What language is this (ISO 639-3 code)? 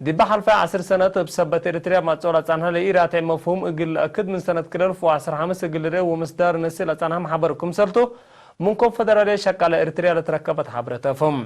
tig